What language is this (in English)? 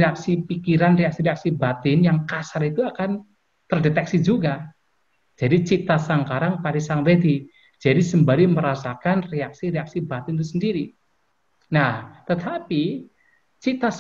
Indonesian